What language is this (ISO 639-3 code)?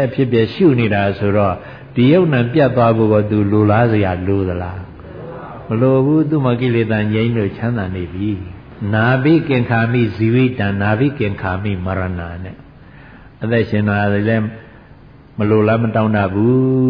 mya